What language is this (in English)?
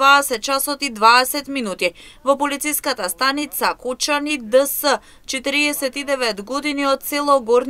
Macedonian